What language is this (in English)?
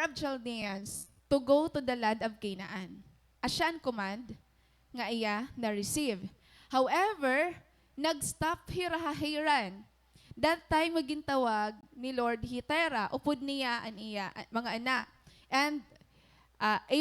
Waray